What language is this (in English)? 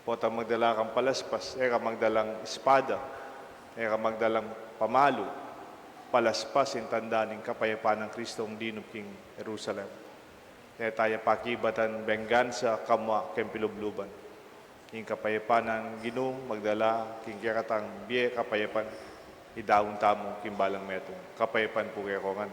Pampanga